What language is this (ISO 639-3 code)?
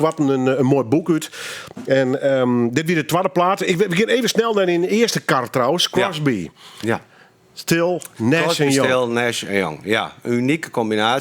fry